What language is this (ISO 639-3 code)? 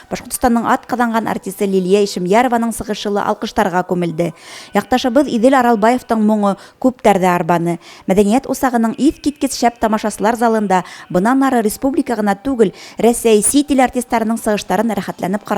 bak